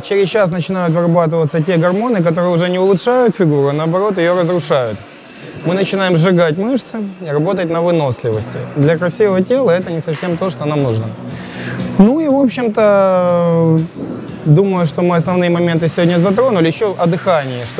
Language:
Russian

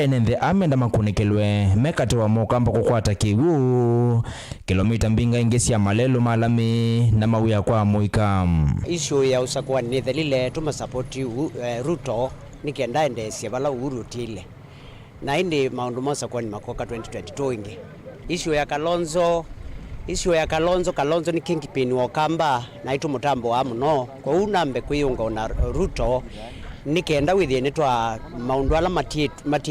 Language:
Kamba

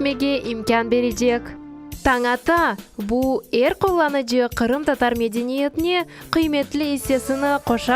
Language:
Crimean Tatar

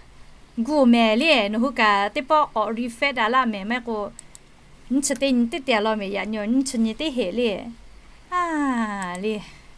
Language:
Lahu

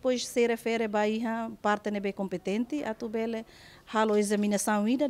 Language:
Tetum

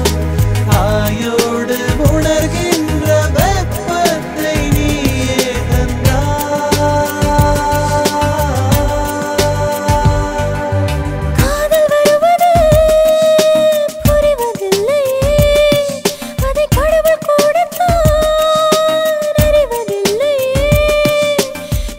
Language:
Tamil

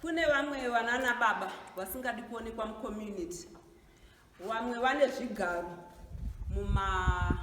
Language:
Shona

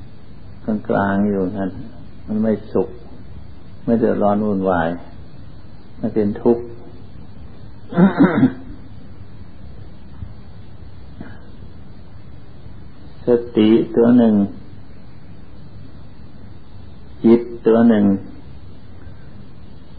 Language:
Thai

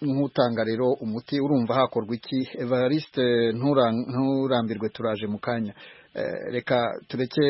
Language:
Kinyarwanda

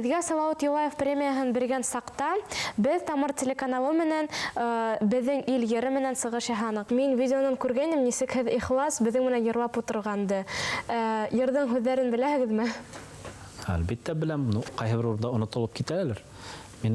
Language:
Bashkir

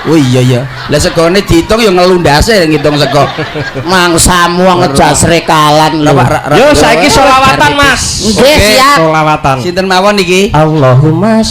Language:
Javanese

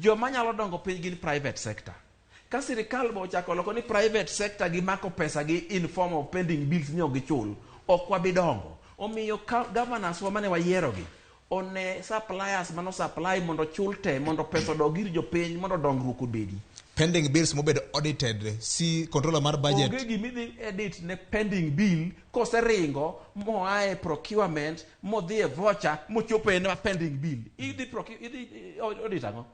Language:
Luo (Kenya and Tanzania)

